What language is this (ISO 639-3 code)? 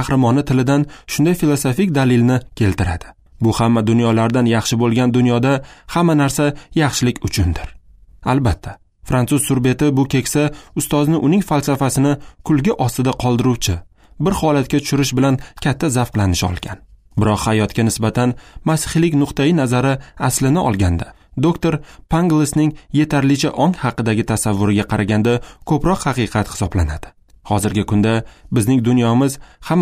uzb